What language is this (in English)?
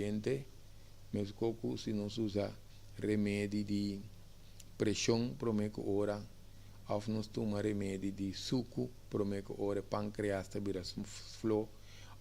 Papiamento